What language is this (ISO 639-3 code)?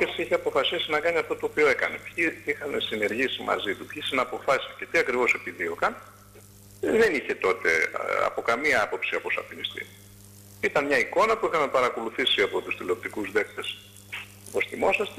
ell